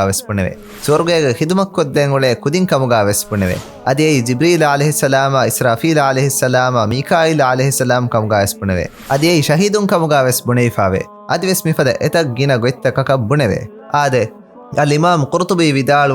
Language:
Divehi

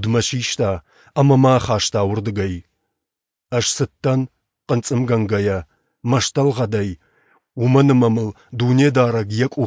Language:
Ossetic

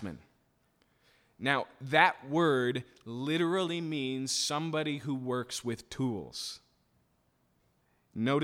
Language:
English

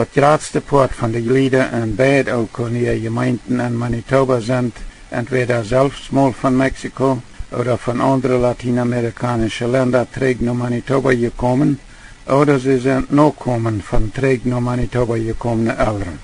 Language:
Plautdietsch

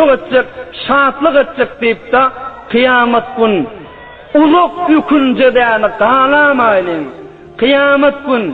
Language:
Turkmen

